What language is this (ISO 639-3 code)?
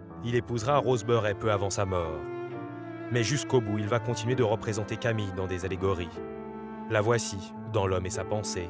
fra